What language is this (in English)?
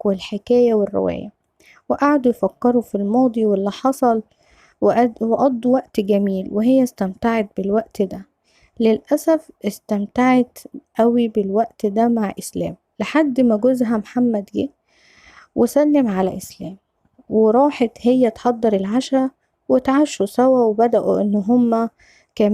Egyptian Arabic